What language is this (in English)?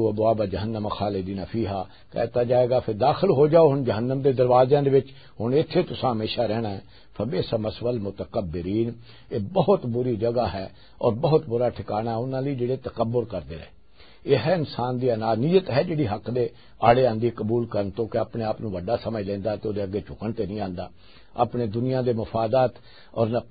Western Panjabi